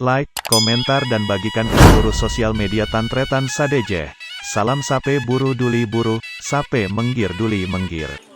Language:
Madurese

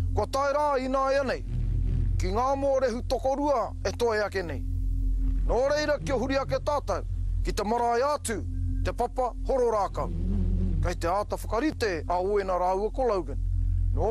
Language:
Māori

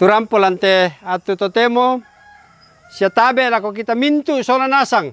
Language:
Toraja-Sa'dan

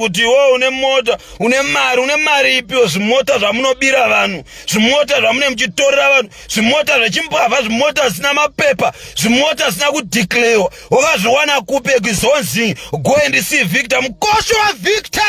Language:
Shona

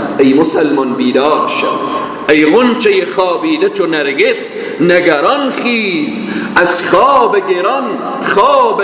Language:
Persian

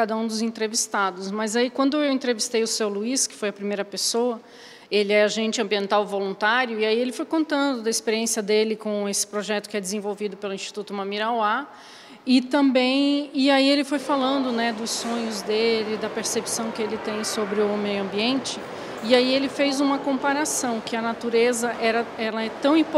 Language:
Portuguese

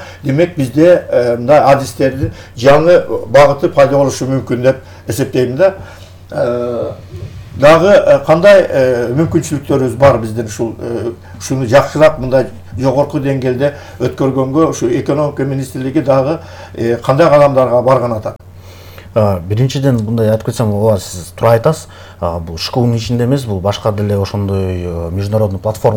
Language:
Kyrgyz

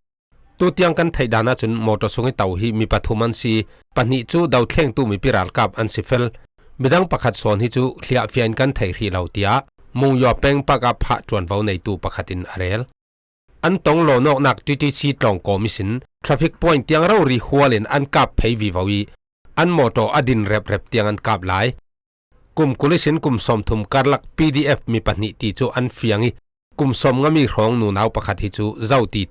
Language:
Falam Chin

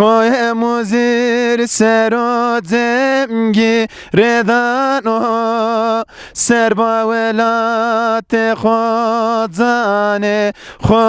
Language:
Zaza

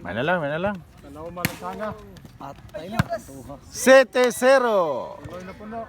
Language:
Cebuano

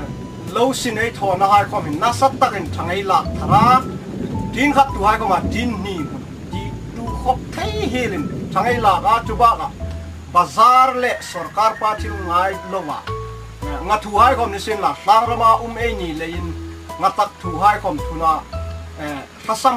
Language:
Hmar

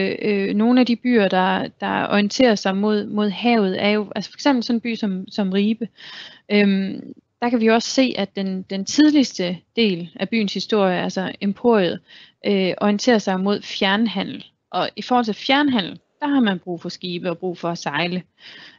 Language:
Danish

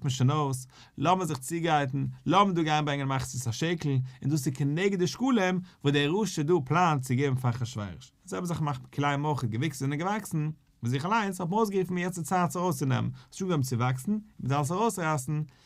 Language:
Yiddish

